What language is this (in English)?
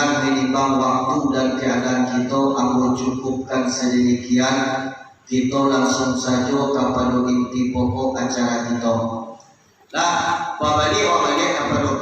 Minangkabau